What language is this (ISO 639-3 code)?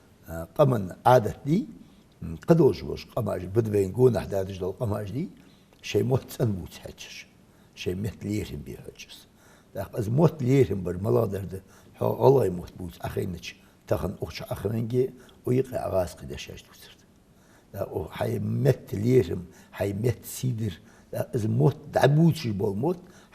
inh